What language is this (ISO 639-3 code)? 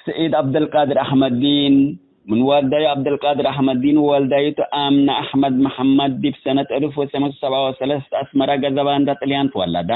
tig